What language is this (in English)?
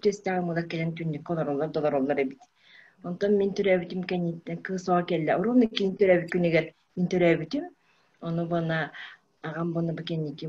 Yakut